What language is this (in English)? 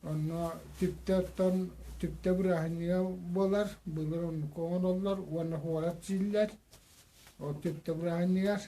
Yakut